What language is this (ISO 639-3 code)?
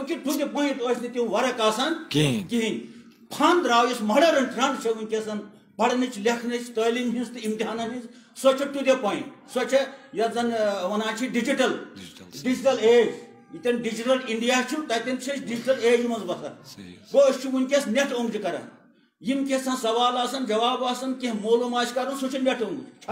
kas